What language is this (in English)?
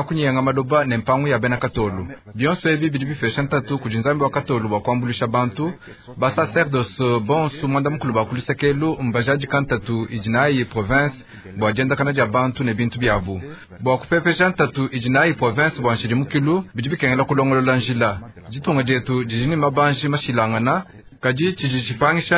Luba-Lulua